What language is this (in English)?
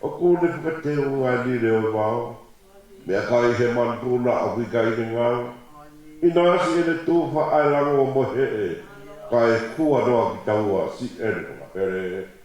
Tongan